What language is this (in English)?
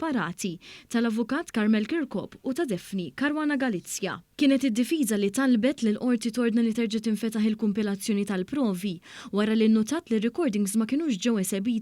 Maltese